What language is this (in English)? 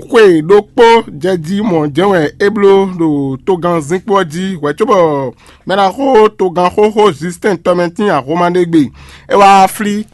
Fon